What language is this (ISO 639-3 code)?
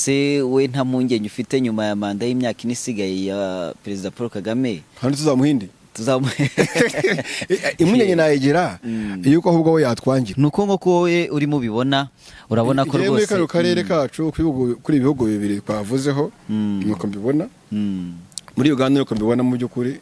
kin